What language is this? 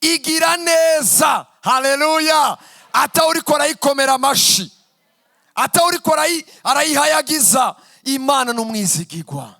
Rundi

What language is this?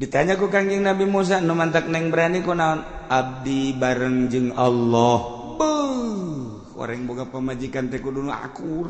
Sundanese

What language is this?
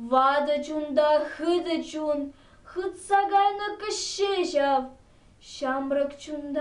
Chuvash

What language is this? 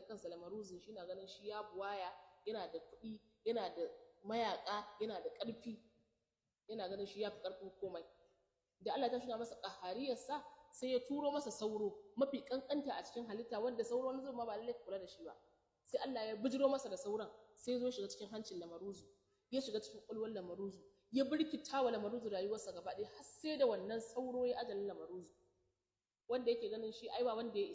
Hausa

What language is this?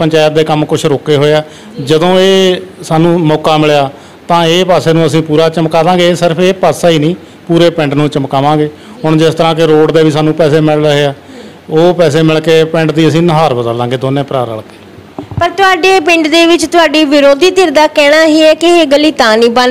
Punjabi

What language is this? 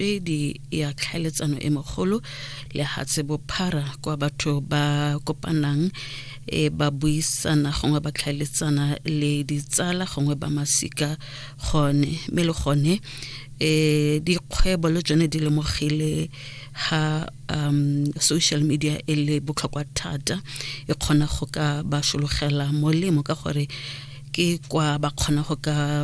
Tswana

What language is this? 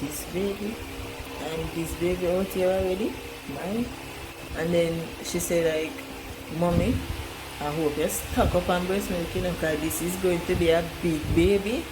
Jamaican Creole English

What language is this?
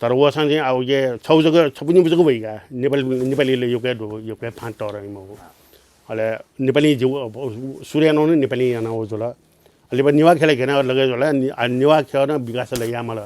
Newari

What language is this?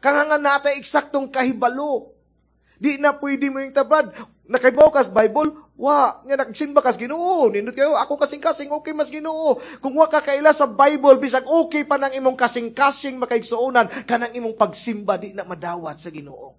Cebuano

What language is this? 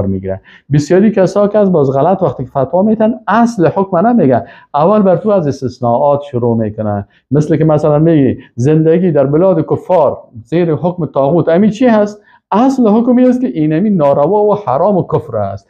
Persian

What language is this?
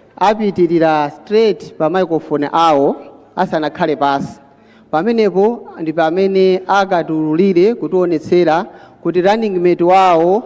Nyanja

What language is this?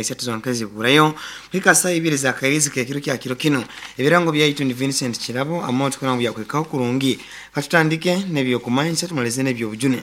Nyoro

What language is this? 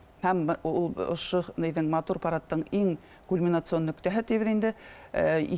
Bashkir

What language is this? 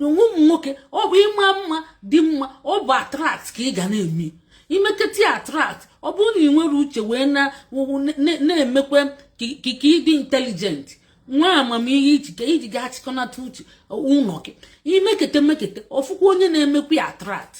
Igbo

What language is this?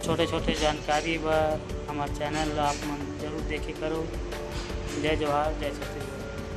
Chhattisgarhi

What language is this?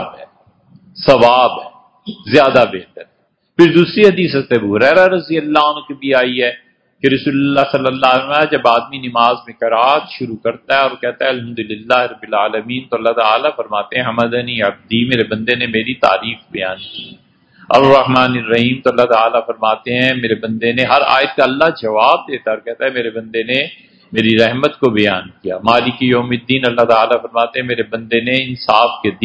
Urdu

